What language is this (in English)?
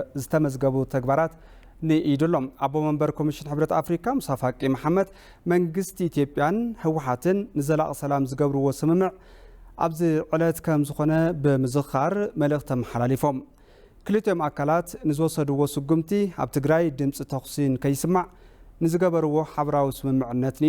Tigrinya